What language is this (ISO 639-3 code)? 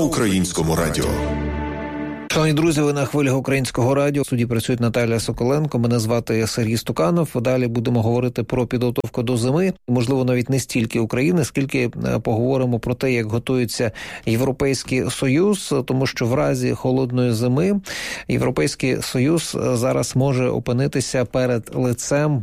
ukr